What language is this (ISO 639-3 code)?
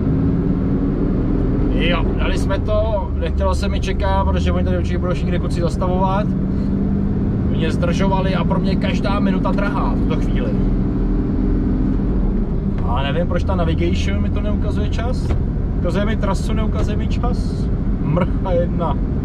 ces